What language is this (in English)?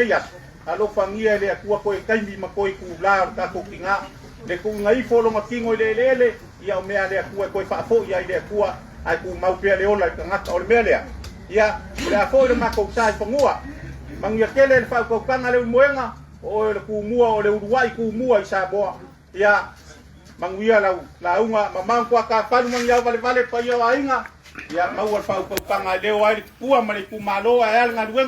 Samoan